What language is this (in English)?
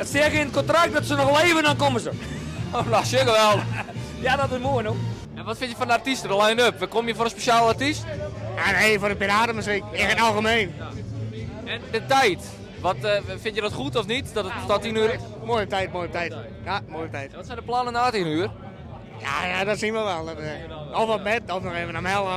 Western Frisian